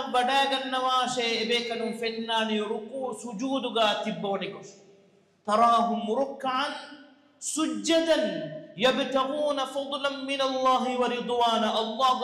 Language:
Divehi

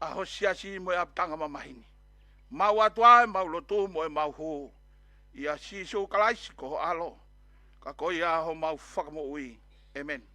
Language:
Tongan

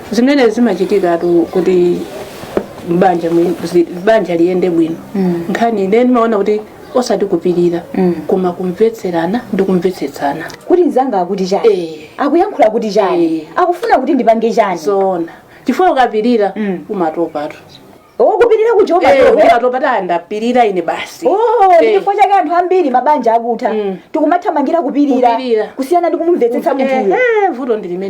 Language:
Nyanja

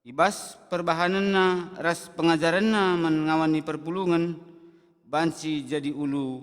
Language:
Batak Karo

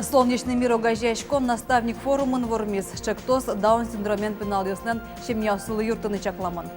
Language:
Udmurt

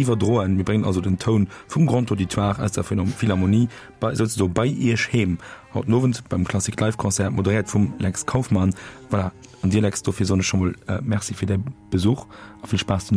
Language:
Luxembourgish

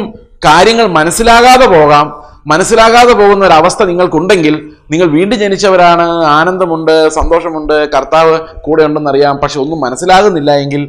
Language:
Malayalam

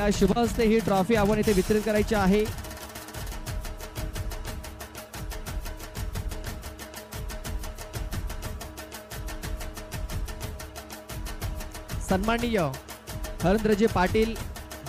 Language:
Marathi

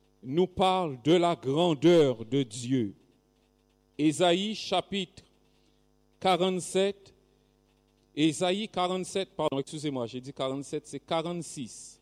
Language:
French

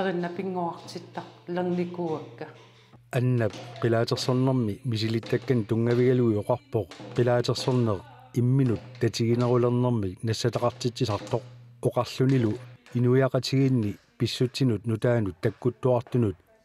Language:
Kalaallisut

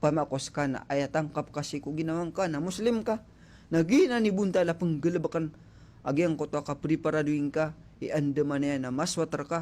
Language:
Maranao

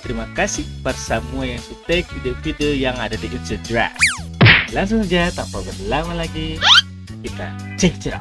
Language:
Ambonese Malay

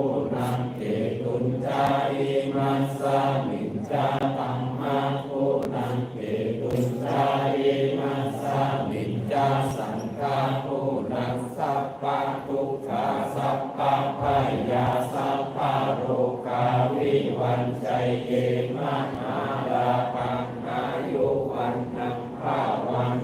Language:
Pali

